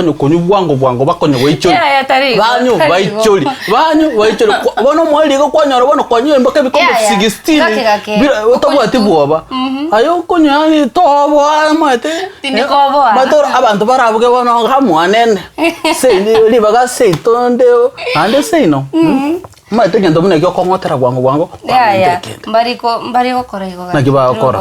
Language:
Gusii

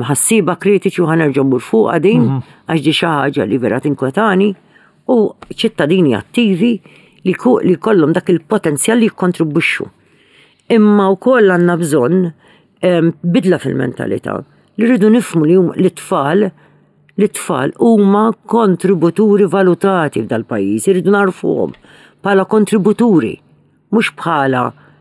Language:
Maltese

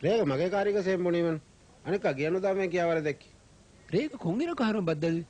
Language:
Divehi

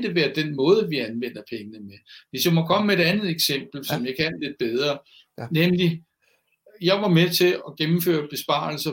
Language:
Danish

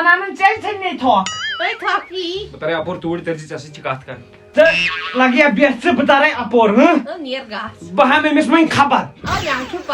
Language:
Kashmiri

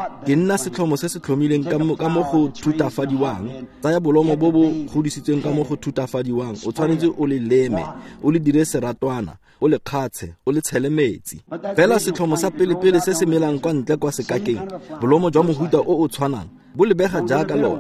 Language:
Tswana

